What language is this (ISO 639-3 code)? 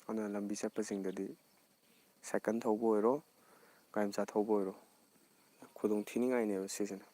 mni